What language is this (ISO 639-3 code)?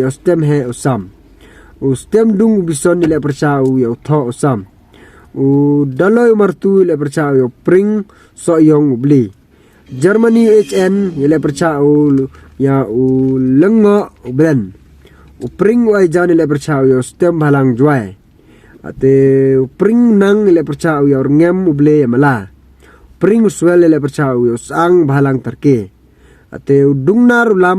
pbv